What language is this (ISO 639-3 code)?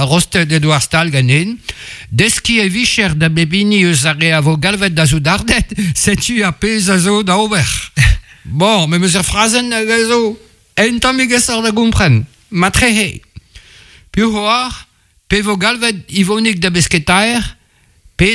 bre